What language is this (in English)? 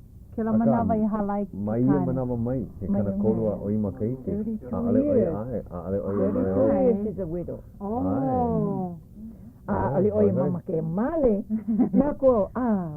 Hawaiian